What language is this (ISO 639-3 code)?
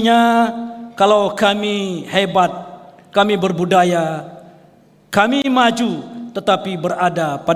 bjn